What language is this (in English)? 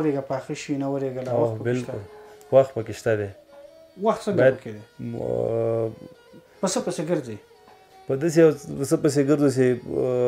Pashto